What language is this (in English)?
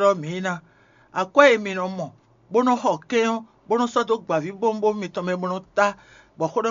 Fon